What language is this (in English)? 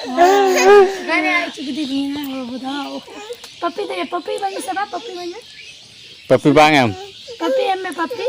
Santali